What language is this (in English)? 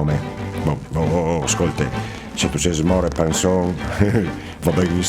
Friulian